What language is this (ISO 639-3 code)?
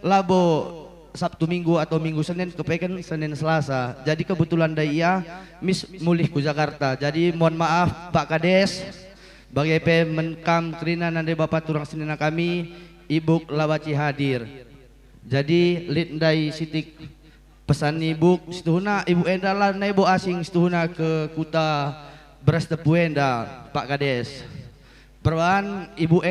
btx